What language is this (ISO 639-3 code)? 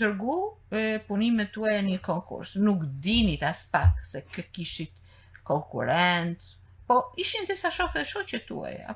sqi